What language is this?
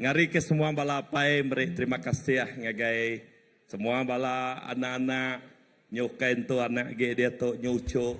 Iban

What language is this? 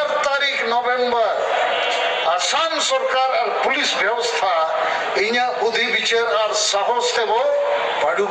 Santali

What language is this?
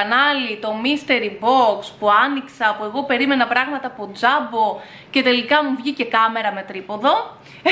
Greek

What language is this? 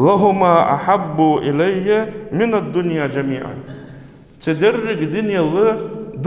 Ingush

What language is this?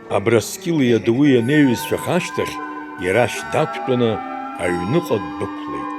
Abkhazian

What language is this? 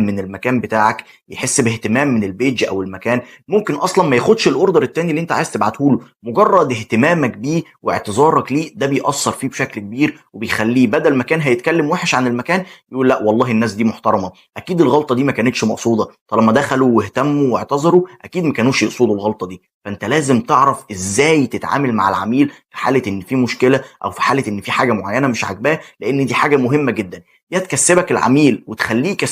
Egyptian Arabic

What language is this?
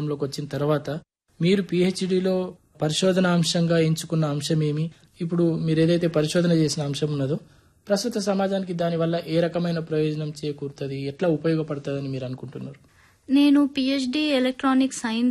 Telugu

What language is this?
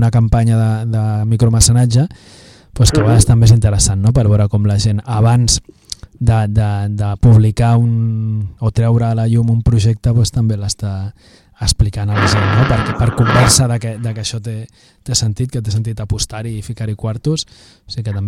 Catalan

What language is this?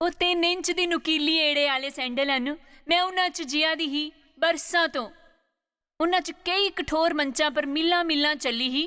Dogri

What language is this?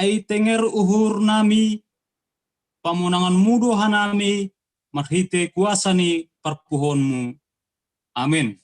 Batak Simalungun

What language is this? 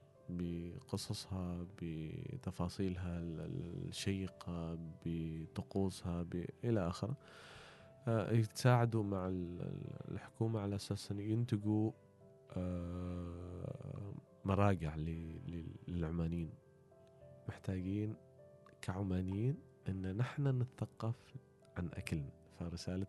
Gulf Arabic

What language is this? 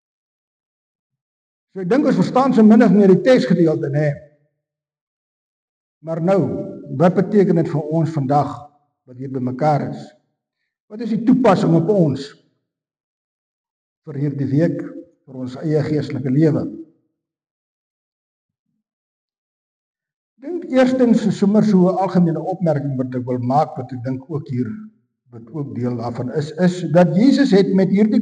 Afrikaans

